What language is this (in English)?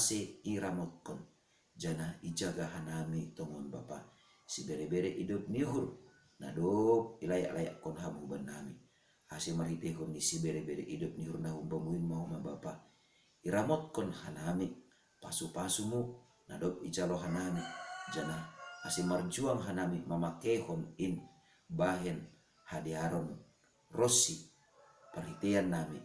Batak Simalungun